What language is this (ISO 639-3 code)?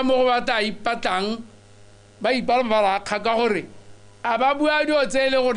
tsn